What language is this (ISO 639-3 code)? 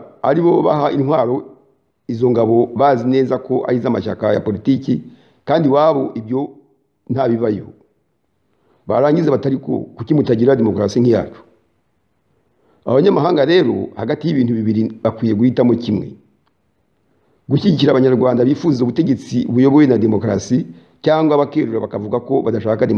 kin